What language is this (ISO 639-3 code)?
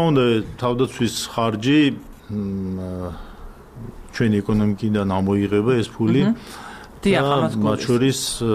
kat